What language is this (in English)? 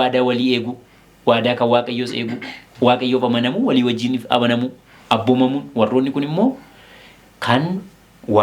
Oromo